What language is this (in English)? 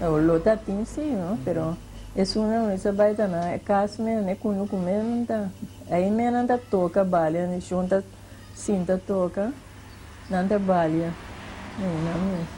Papiamento